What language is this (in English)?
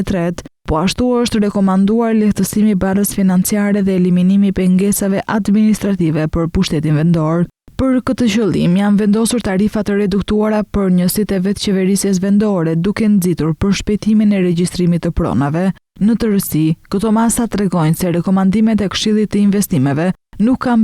Albanian